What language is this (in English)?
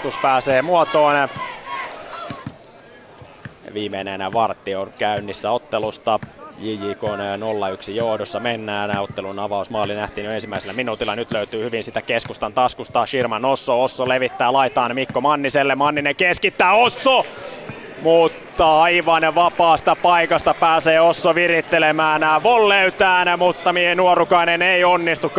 Finnish